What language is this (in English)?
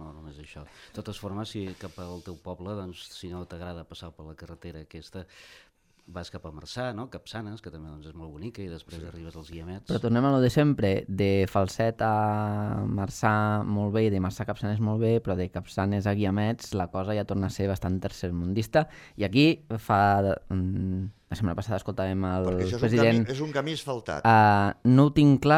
Catalan